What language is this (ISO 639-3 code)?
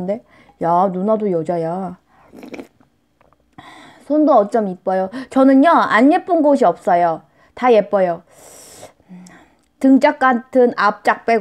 kor